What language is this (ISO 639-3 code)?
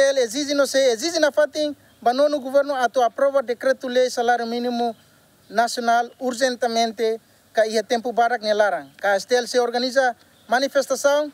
tet